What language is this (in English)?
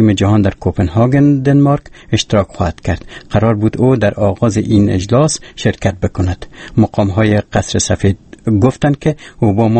Persian